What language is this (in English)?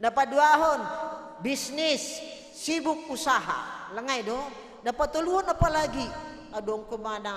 Batak Simalungun